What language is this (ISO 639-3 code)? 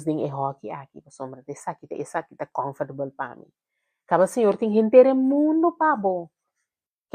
pap